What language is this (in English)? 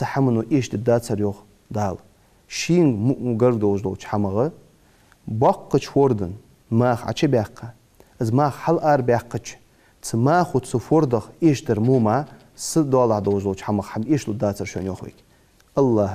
Ingush